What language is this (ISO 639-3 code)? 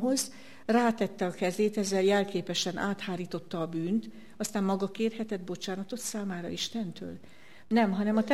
hun